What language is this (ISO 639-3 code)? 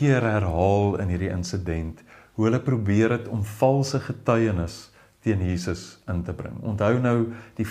afr